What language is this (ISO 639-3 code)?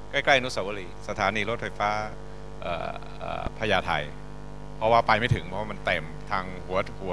tha